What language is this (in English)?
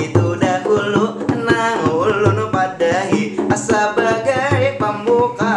Banjar